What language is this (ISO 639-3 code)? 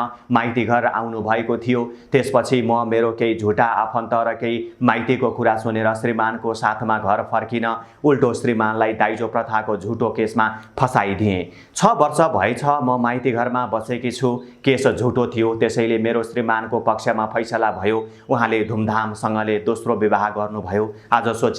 nep